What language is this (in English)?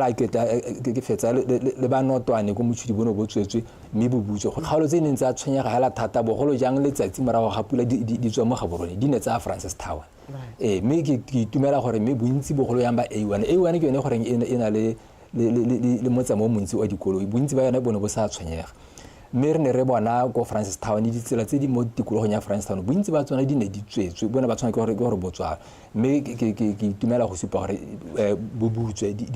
Tswana